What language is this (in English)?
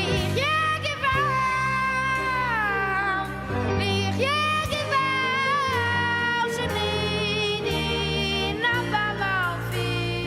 Yiddish